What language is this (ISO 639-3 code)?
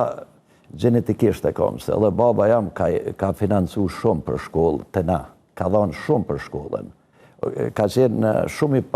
sqi